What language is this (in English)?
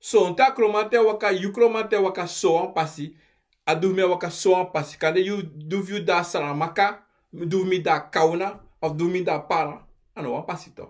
Sranan Tongo